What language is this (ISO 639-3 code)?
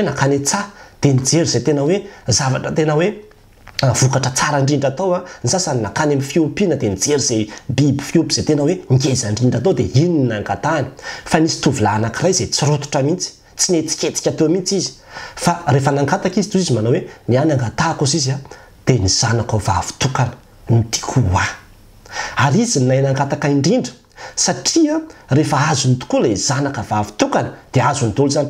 mlg